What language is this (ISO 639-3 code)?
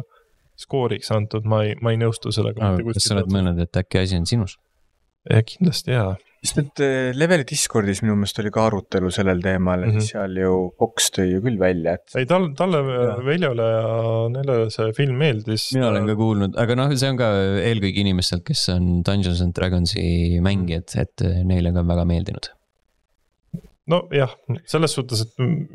est